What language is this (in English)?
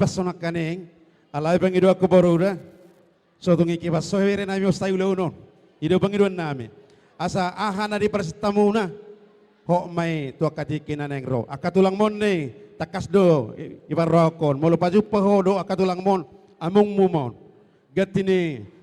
Batak Toba